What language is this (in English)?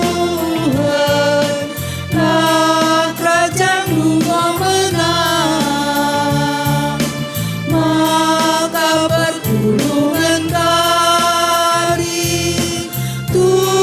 Batak Karo